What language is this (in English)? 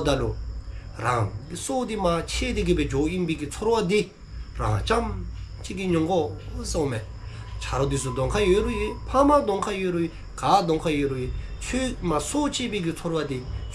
Dzongkha